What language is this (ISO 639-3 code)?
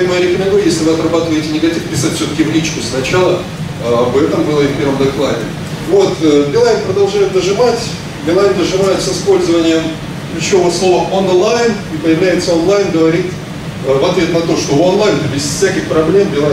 rus